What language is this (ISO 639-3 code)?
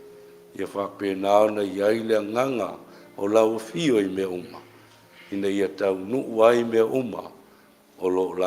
smo